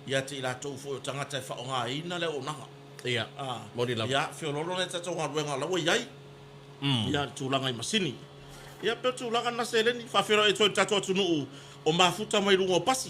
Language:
Samoan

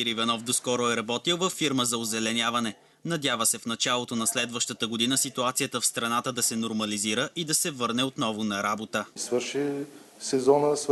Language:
Bulgarian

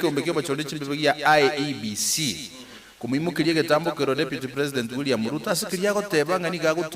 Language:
Gusii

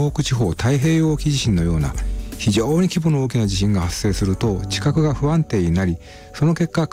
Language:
Japanese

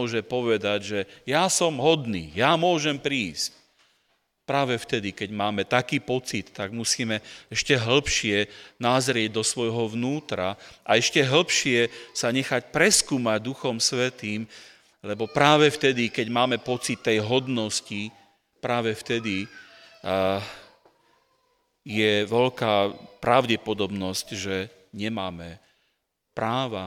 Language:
Slovak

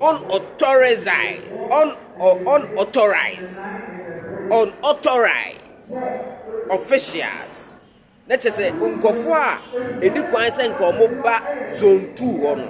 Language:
Akan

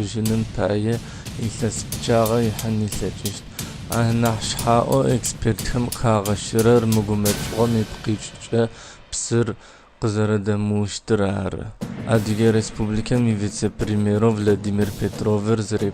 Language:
Adyghe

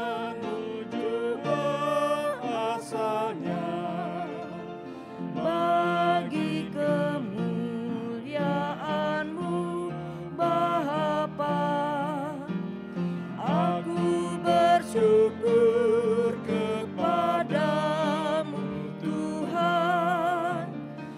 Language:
Indonesian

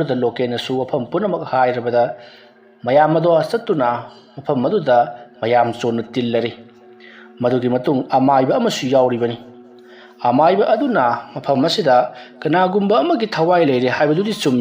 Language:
Manipuri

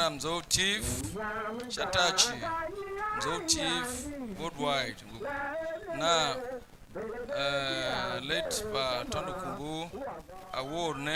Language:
Tiv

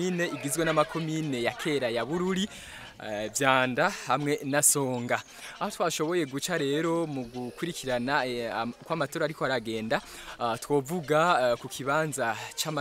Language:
Rundi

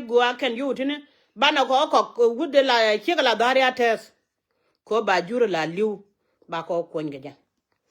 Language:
Nuer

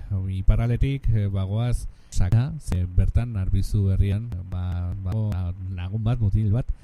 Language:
Basque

